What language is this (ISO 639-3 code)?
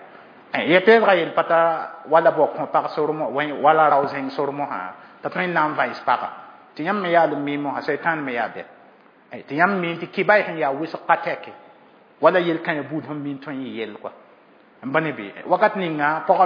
mos